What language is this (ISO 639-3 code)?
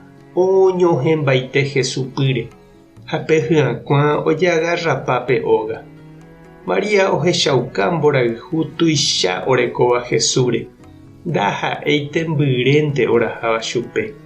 grn